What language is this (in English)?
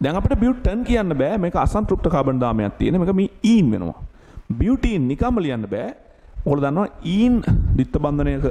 Sinhala